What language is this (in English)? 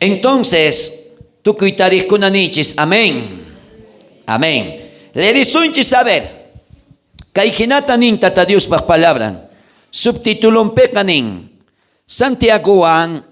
South Bolivian Quechua